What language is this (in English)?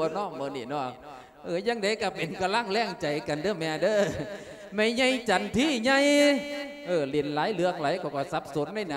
Lao